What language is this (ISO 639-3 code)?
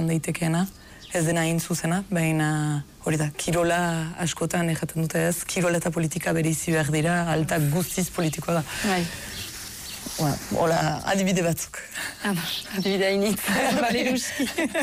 eus